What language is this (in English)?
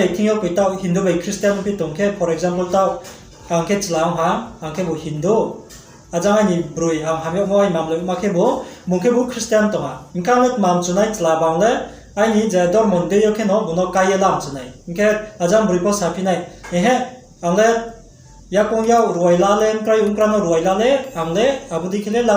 Riang (India)